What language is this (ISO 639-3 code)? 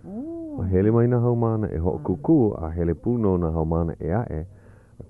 haw